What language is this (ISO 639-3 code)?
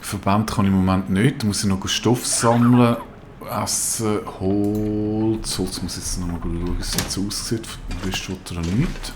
gsw